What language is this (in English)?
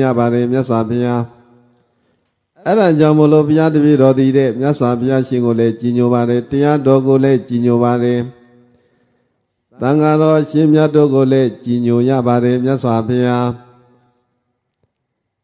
Burmese